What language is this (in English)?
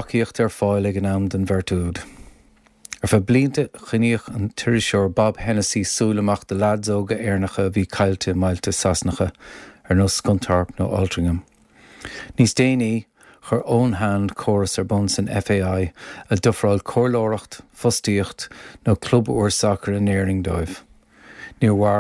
Irish